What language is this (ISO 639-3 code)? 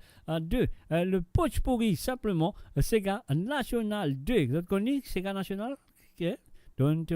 mfe